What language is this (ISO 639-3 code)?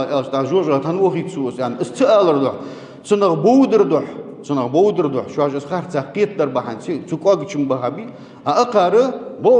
inh